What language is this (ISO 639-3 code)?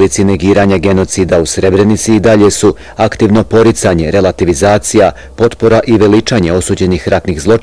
bos